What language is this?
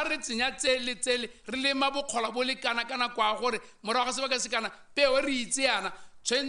Tswana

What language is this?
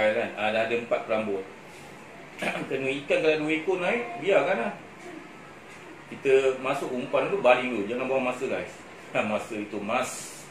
Malay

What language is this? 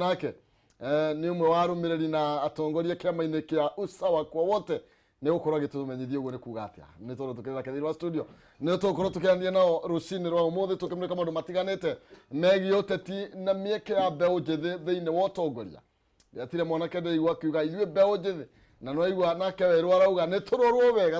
Kikuyu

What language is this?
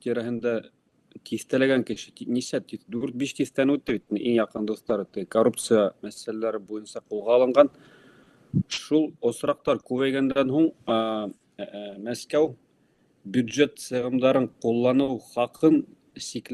Bashkir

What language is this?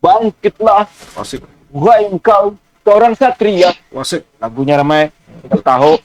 Banjar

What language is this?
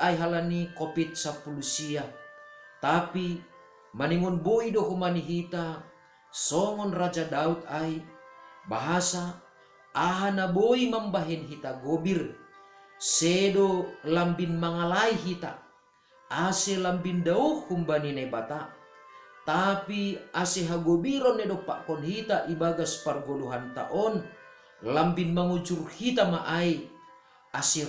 Batak Simalungun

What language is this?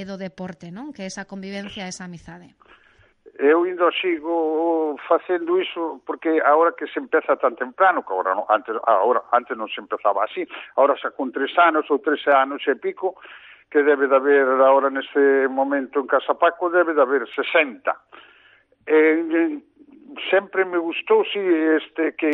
Galician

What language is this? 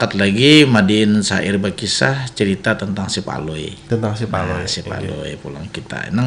Banjar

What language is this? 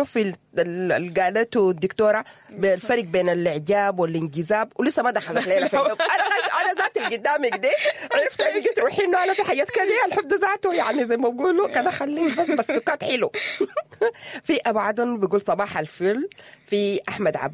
Sudanese Arabic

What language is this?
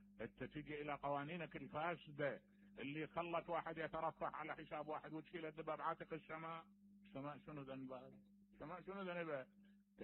Mesopotamian Arabic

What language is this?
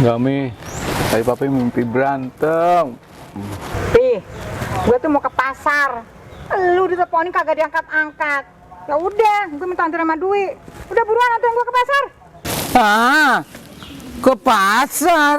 Betawi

